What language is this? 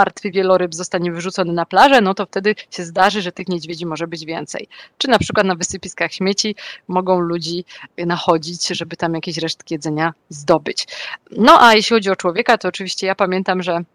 Polish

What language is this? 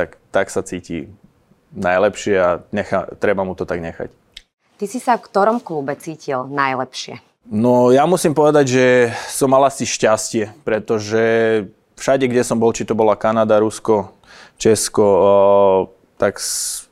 Slovak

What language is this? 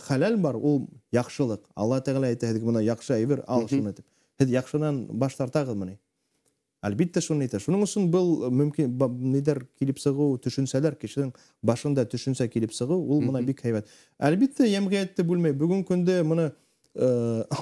Bashkir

